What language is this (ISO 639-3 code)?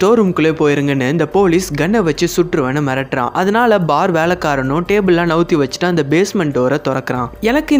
tam